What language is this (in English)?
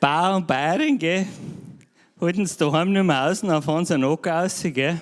Bavarian